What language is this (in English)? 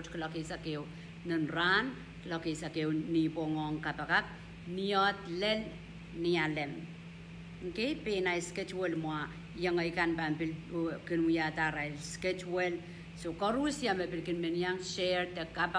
Pohnpeian